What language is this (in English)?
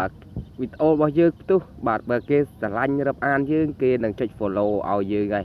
Khmer